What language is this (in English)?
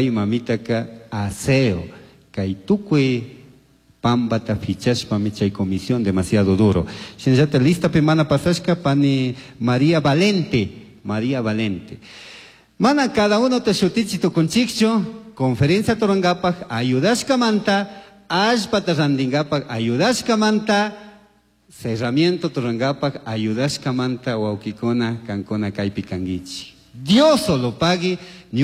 Chimborazo Highland Quichua